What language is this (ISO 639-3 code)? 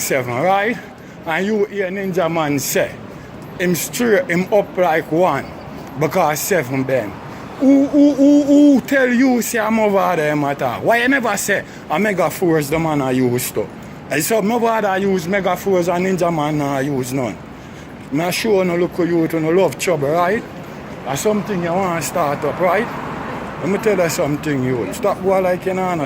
jam